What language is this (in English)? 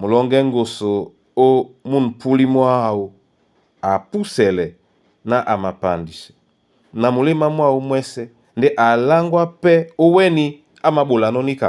Duala